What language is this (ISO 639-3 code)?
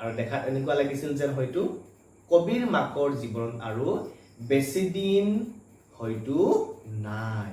asm